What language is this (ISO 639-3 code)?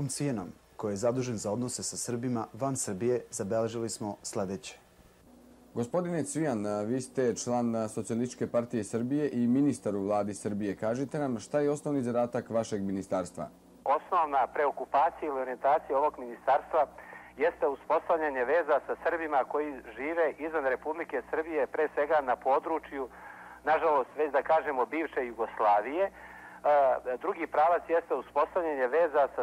srp